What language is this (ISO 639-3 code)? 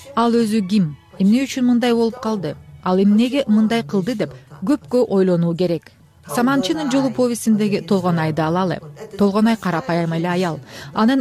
kir